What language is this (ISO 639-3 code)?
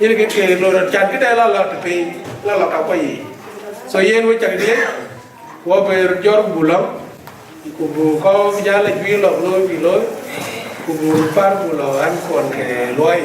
din